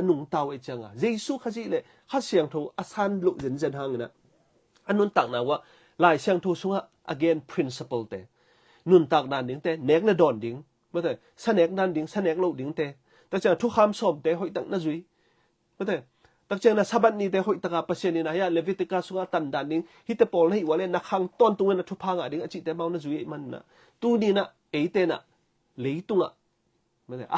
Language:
Tedim Chin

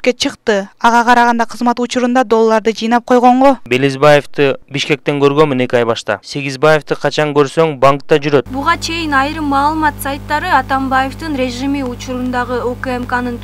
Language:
Kyrgyz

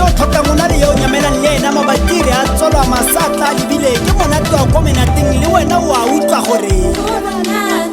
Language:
Tswana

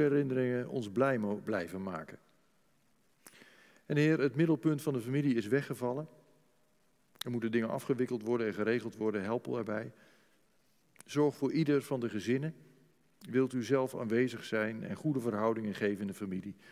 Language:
Dutch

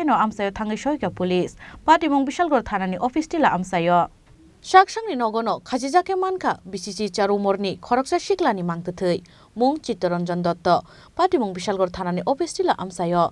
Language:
Kok Borok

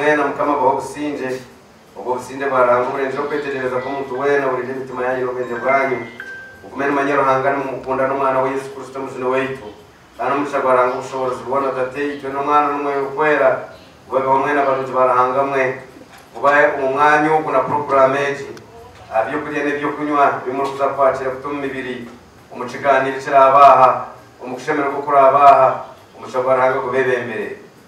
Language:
Nyankole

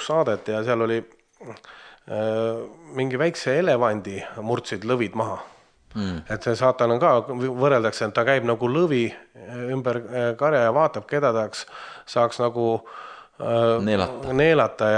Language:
Estonian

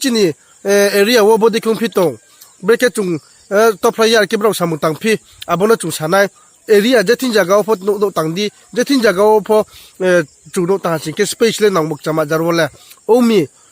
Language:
Riang (India)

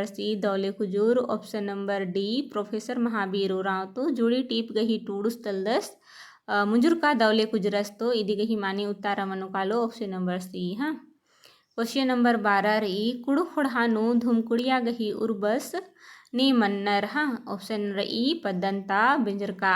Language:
Kurukh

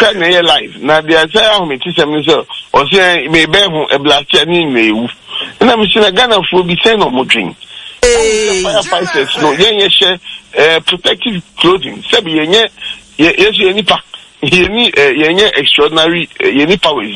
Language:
Akan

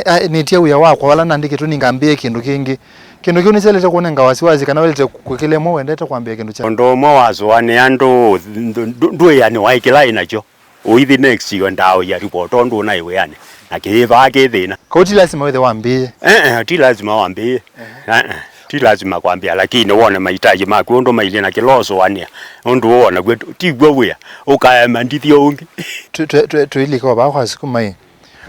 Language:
Kamba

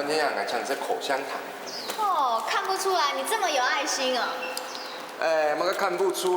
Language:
Hakka Chinese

